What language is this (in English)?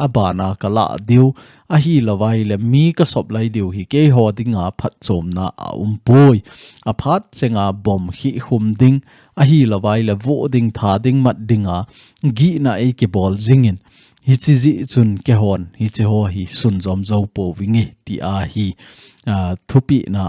Thado Chin